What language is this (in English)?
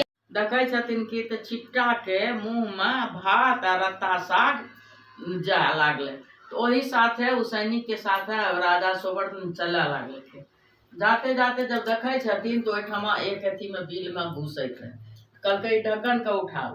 Maithili